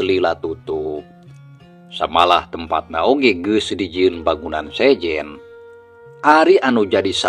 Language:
Sundanese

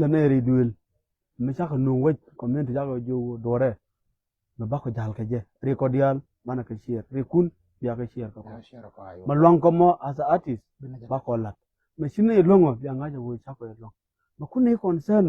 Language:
Nuer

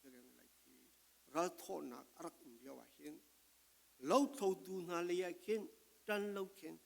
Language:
Falam Chin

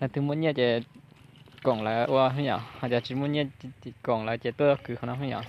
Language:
Hmong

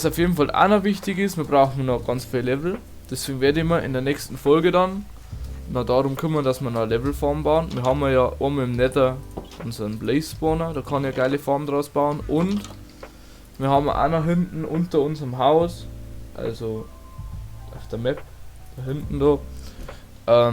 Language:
Bavarian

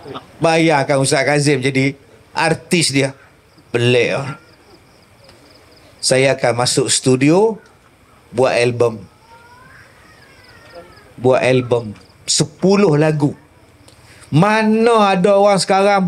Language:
Malay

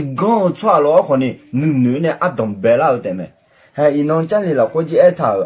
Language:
Akha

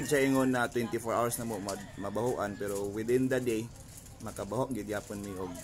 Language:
Cebuano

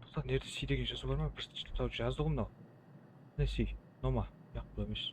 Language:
Kara-Kalpak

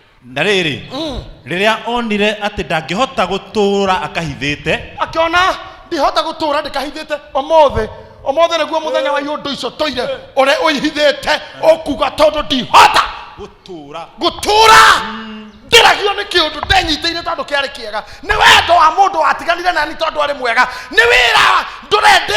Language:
Kikuyu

